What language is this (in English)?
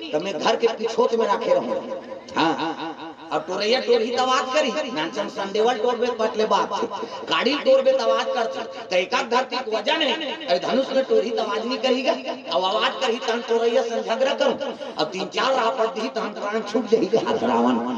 Chhattisgarhi